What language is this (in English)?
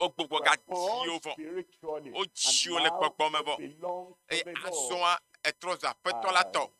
Ewe